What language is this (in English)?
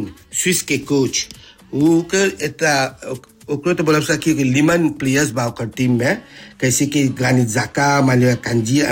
Bhojpuri